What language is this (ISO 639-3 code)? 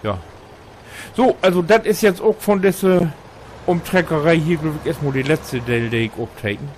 nds